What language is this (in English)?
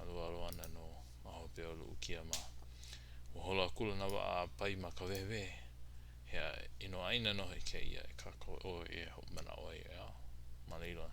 Hawaiian